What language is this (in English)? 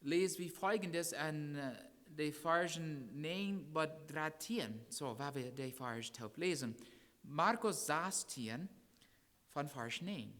Plautdietsch